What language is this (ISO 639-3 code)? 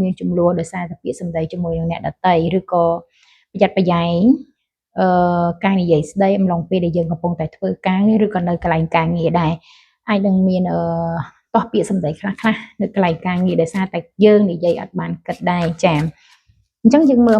khm